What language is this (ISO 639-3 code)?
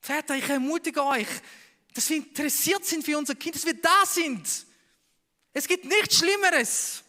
gsw